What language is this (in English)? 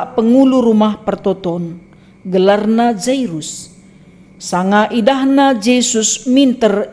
Batak Karo